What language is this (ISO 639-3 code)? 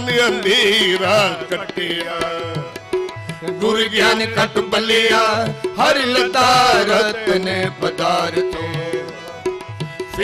pan